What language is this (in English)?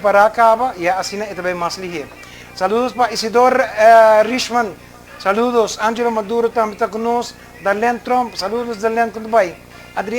Papiamento